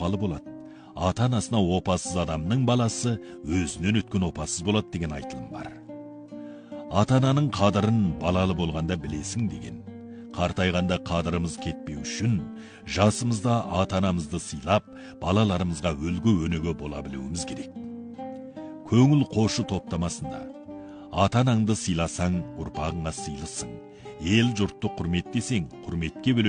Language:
Kazakh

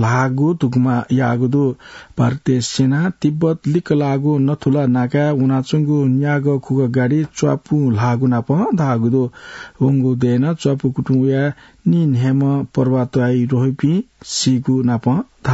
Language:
Newari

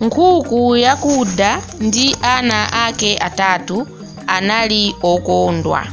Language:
Nyanja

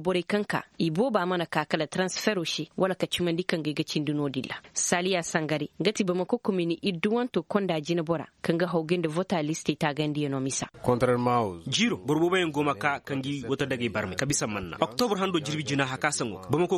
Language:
Zarma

